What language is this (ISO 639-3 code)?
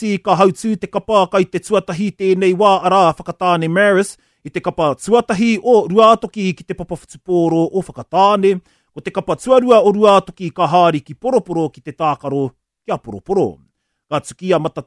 mri